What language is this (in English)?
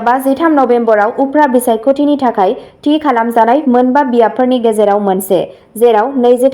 Bodo